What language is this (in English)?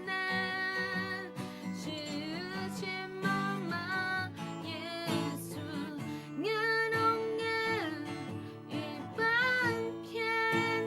Akha